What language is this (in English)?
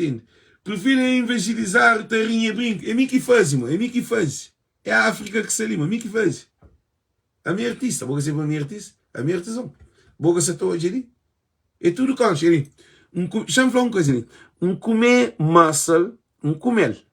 Kabuverdianu